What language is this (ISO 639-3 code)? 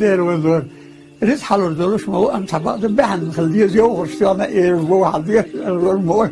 che